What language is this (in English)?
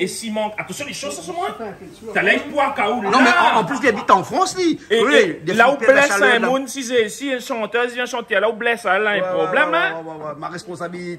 Réunion Creole French